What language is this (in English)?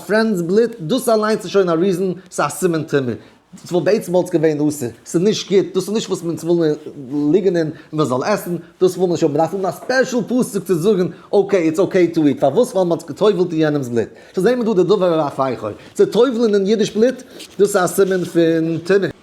Yiddish